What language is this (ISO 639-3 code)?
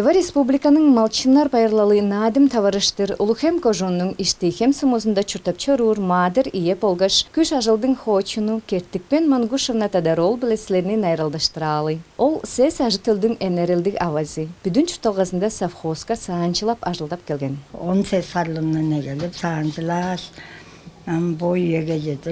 tyv